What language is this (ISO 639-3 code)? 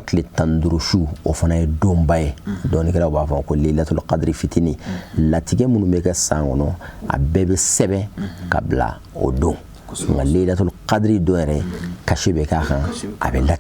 bam